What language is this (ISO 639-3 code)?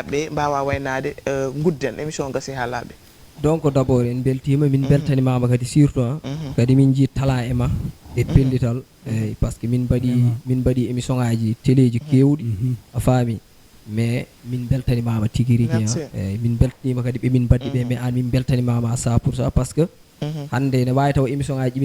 ful